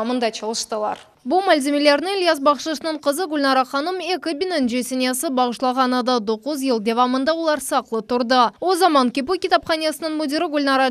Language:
Crimean Tatar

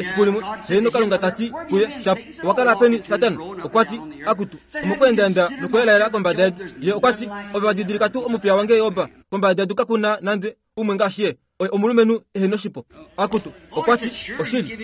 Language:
Kuanyama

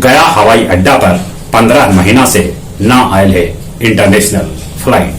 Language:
Magahi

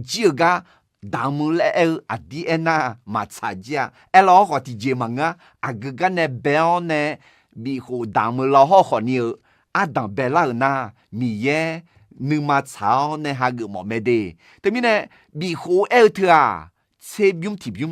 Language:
Akha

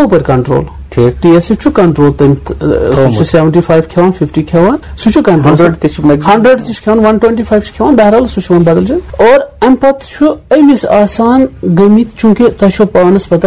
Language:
Kashmiri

